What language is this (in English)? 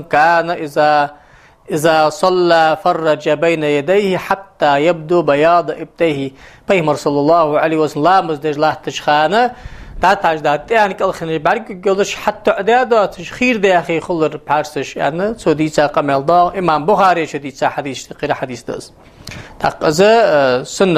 Ingush